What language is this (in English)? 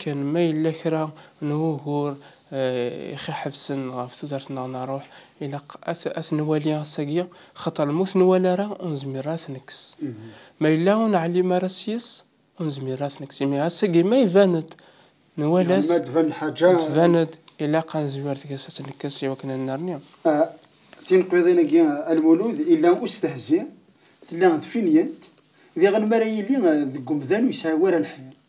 Kabyle